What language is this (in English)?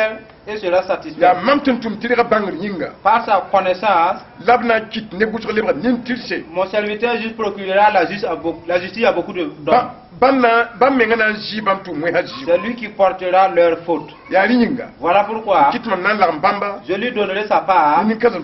Mossi